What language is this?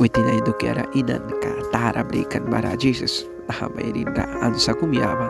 Mískito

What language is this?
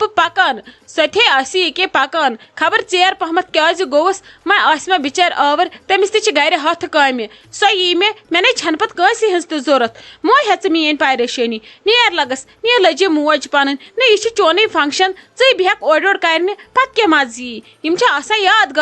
Kashmiri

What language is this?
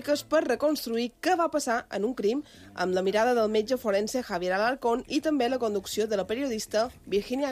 Catalan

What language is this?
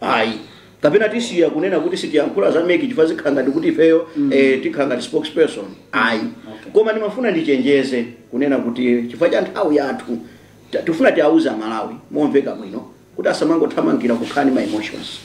Nyanja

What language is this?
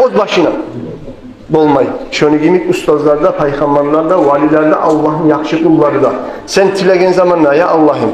Kumyk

